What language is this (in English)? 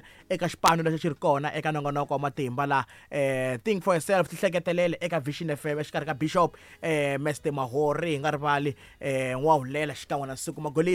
Tsonga